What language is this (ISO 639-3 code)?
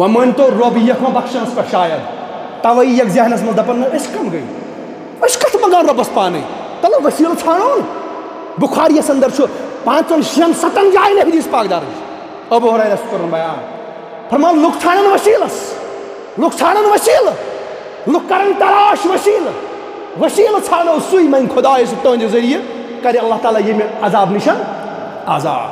kas